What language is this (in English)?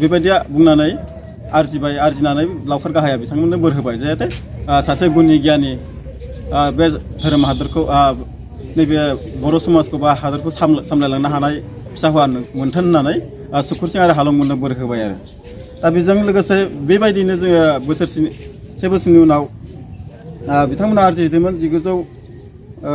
Bodo